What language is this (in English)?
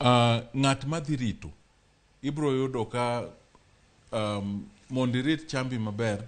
Luo (Kenya and Tanzania)